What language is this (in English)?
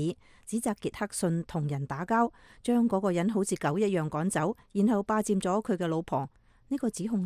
Cantonese